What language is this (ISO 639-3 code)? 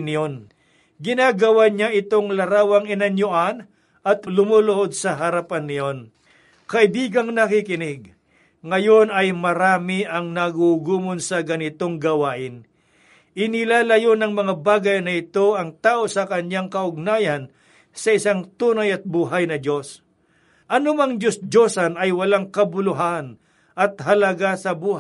fil